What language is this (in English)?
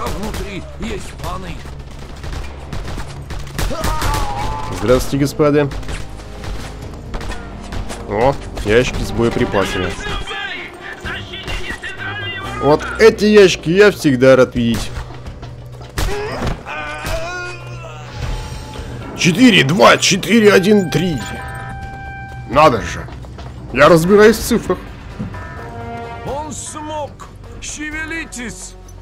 Russian